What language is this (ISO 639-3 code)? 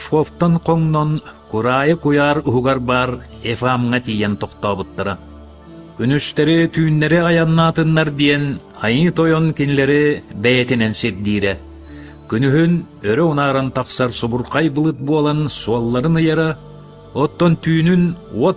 sah